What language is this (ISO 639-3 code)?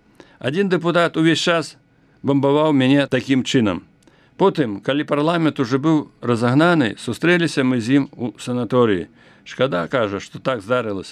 bel